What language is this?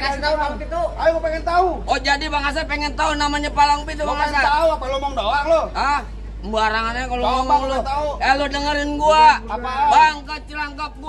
Betawi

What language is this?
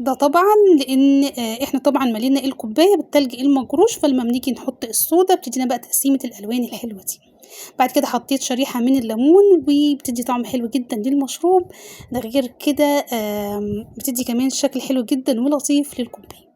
Egyptian Arabic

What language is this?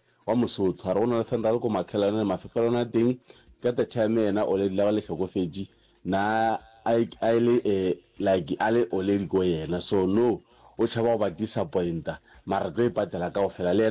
Northern Sotho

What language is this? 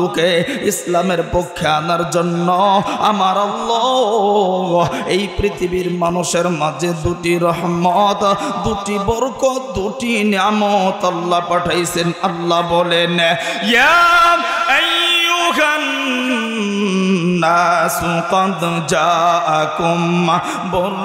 Bangla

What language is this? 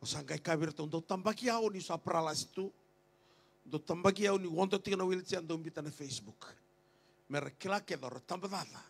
Fijian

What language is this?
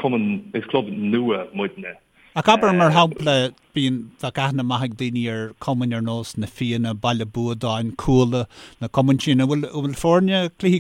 Irish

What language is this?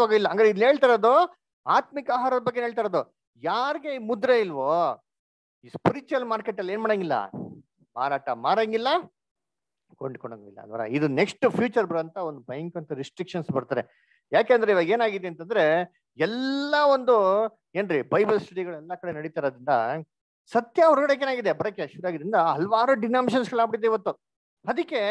Kannada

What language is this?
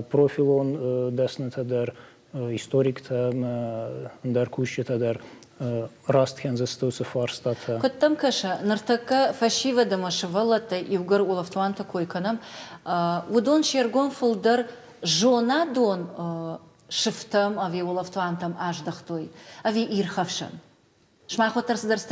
Ossetic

